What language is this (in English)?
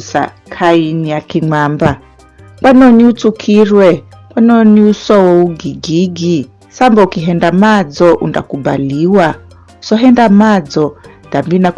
Giryama